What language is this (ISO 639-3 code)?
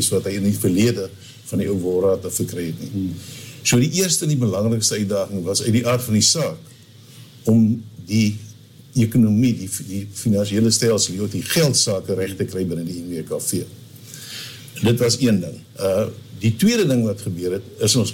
afr